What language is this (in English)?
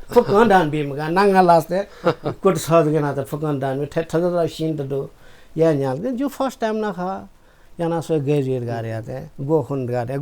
Newari